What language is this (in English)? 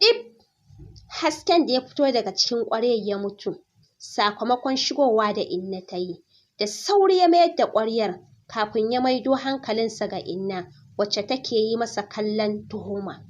Hausa